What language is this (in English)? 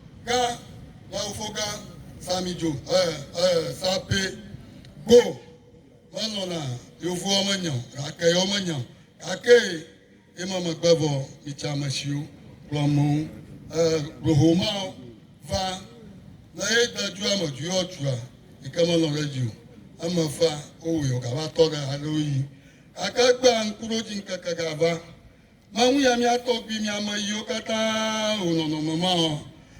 Ewe